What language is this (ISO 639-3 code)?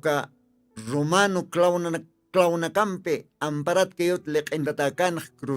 aym